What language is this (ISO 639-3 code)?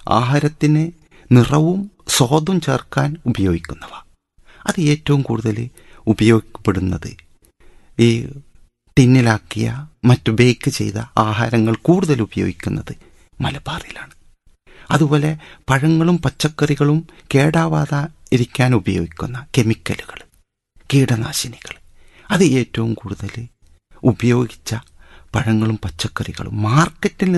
mal